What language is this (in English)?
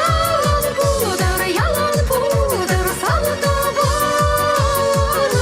Chuvash